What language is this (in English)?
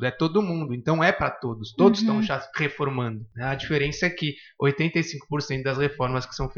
Portuguese